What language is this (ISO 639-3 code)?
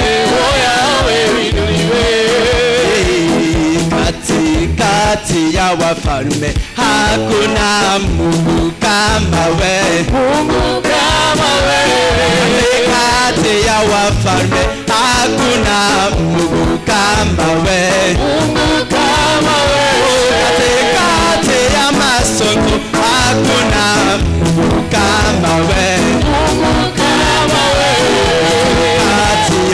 swa